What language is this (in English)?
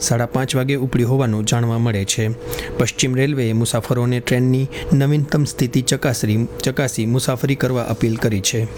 Gujarati